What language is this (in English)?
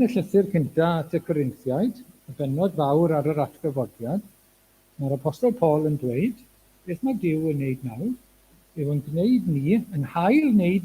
Welsh